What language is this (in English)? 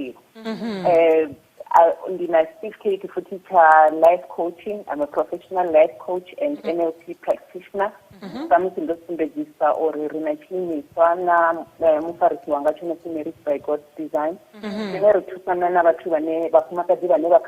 Venda